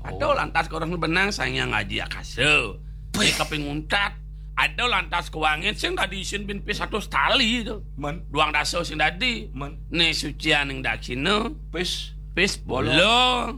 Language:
Balinese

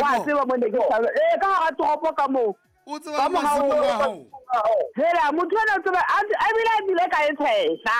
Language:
Southern Sotho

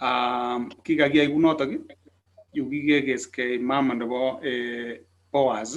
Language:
Kalenjin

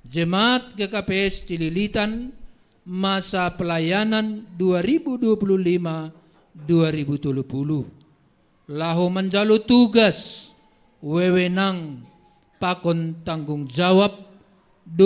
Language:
Batak Simalungun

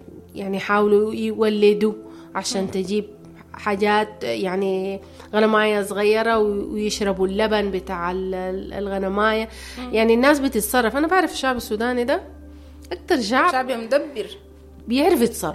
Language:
Sudanese Arabic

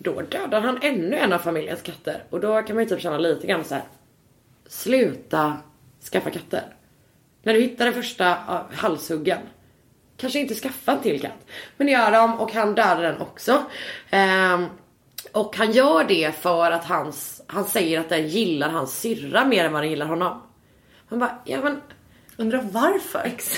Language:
Swedish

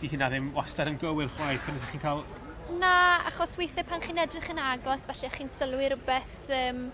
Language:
Welsh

